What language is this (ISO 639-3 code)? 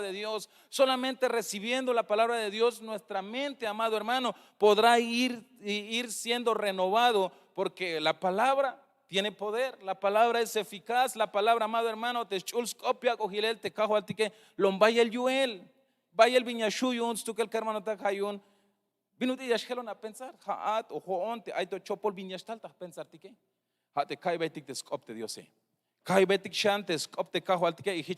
tzh